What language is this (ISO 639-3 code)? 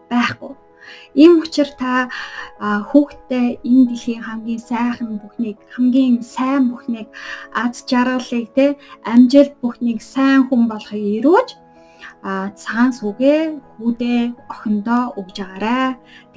mon